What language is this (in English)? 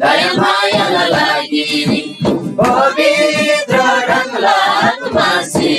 Eastern Tamang